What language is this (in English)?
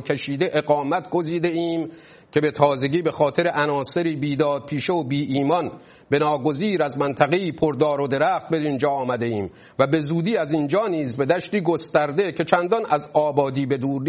Persian